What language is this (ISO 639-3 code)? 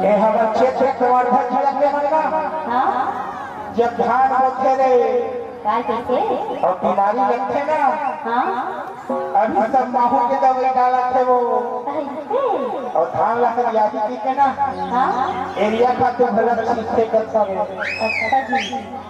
hne